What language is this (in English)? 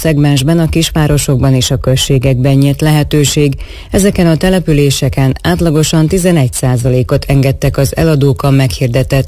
Hungarian